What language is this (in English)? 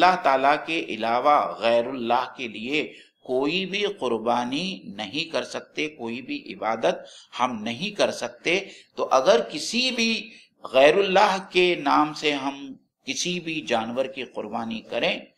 Urdu